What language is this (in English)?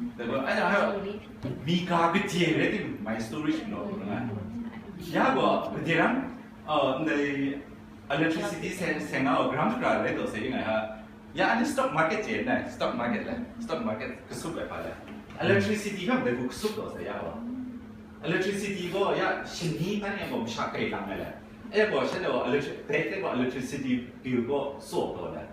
Kachin